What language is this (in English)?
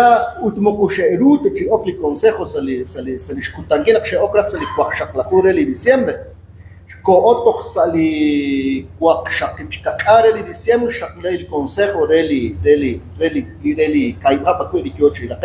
Kekchí